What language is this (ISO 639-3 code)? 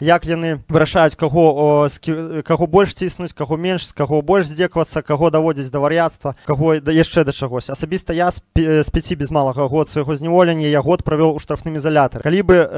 bel